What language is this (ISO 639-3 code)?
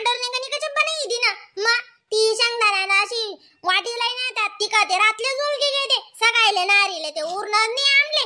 khn